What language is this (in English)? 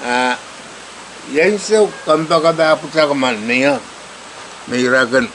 Pohnpeian